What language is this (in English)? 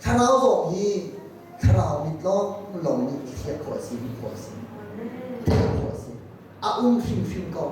Hakha Chin